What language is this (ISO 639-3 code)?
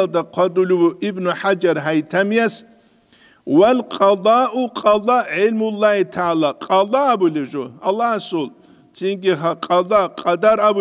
ava